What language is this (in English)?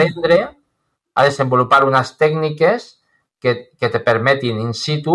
Catalan